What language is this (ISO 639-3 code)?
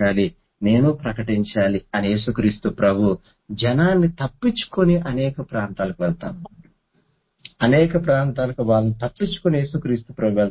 tel